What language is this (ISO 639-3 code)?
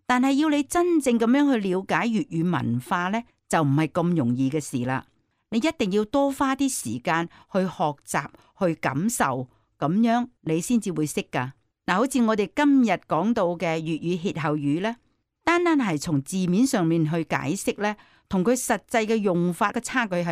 yue